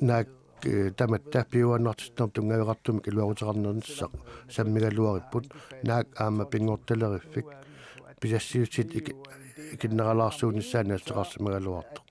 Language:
Kalaallisut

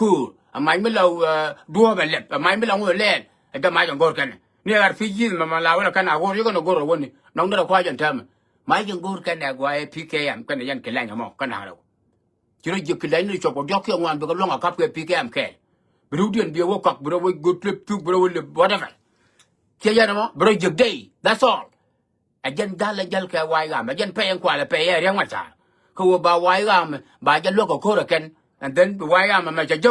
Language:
Nuer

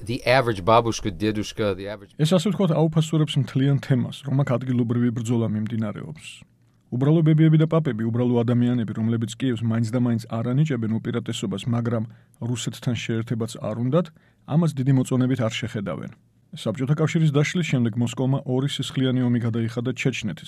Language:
Georgian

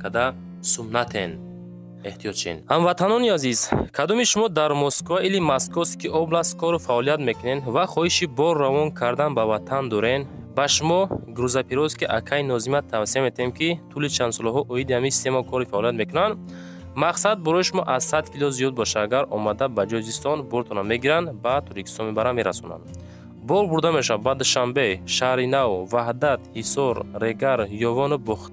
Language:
Tajik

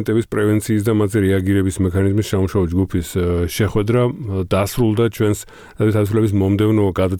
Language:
Georgian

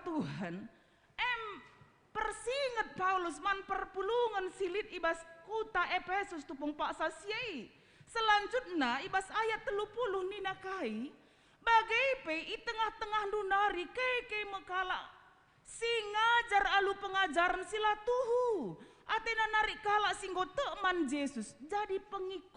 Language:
Batak Karo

